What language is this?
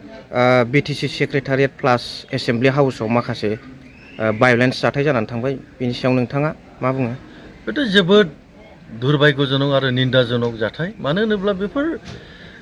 Bodo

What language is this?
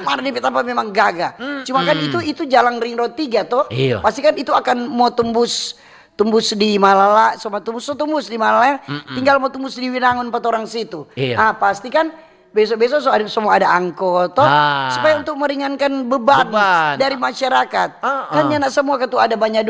Manado Malay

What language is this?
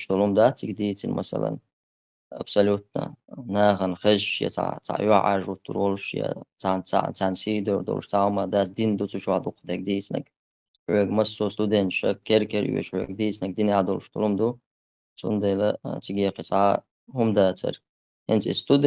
Chechen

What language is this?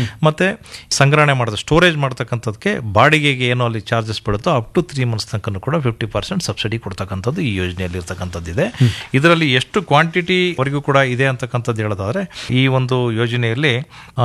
Kannada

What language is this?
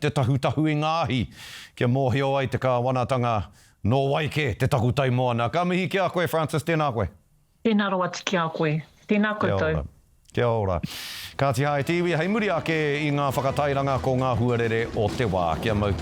Māori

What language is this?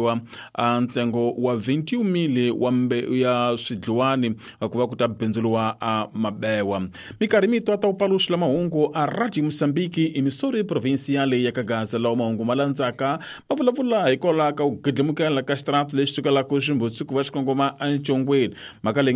Tsonga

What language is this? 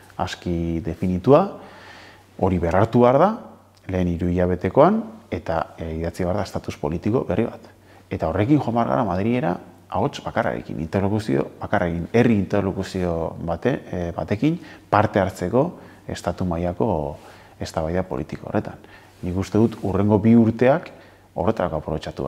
Basque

